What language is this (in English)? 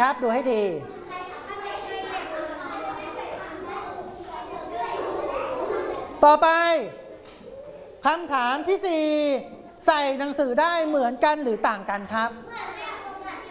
Thai